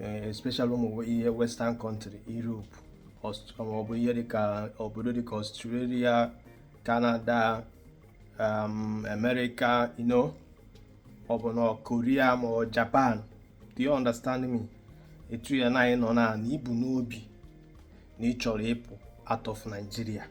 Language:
Igbo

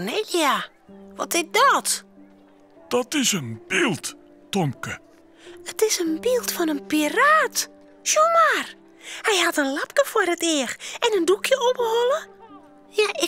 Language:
Western Frisian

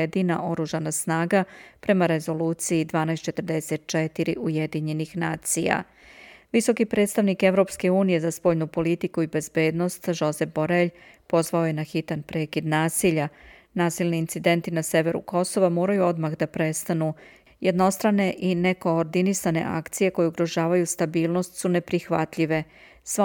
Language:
Serbian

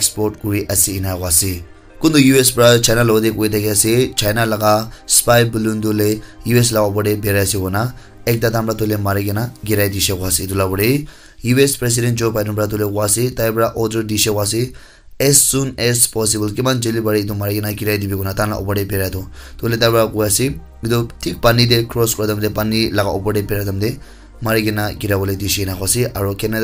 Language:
Naga Pidgin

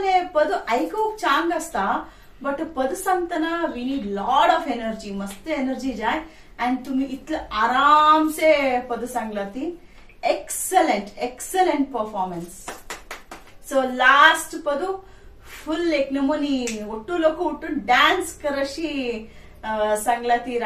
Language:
Konkani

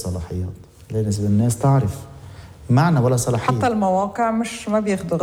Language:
North Levantine Arabic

